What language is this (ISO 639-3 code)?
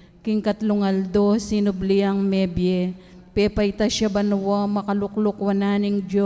pam